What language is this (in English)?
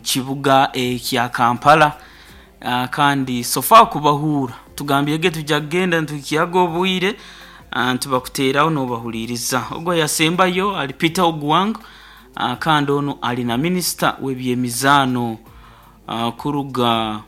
Nyoro